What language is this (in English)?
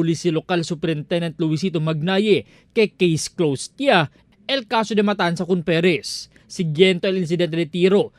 Chavacano